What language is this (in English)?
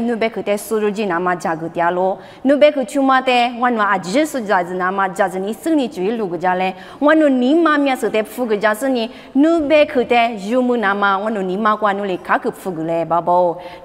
Lisu